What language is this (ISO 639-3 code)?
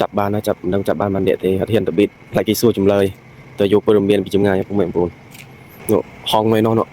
khm